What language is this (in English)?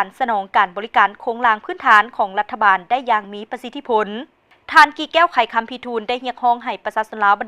Lao